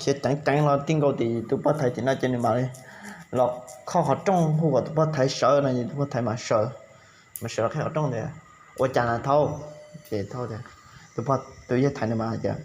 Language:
Hmong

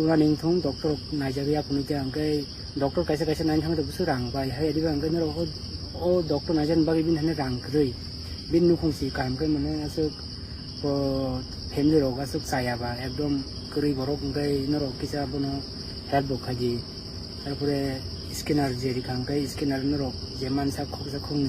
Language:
Kok Borok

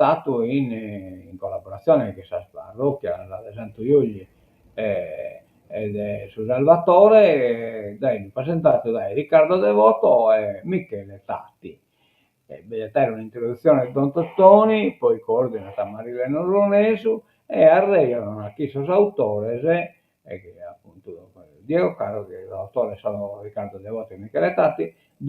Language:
Sardinian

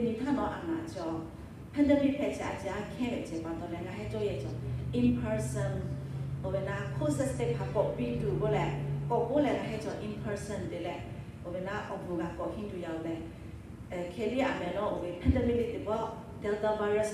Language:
Lahu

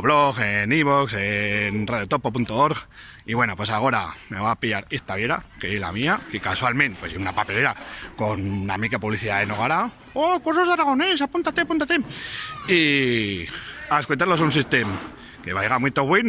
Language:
Aragonese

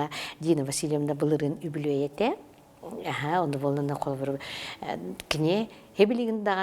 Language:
Yakut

